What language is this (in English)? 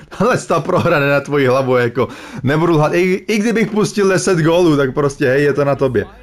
Czech